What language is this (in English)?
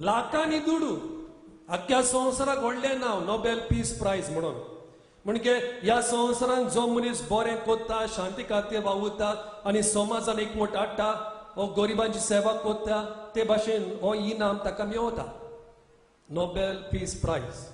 Konkani